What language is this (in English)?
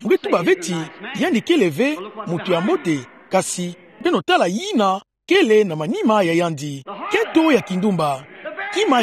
Kituba (Democratic Republic of Congo)